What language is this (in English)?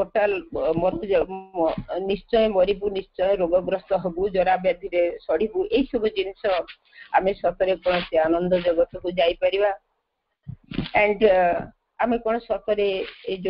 Odia